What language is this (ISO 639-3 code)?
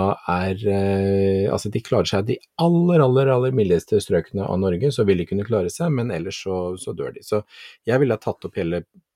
nor